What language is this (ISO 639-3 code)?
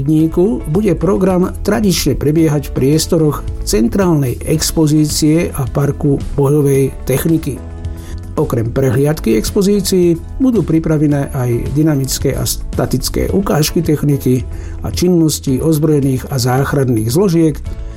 slk